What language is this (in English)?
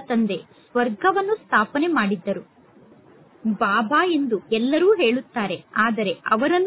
Kannada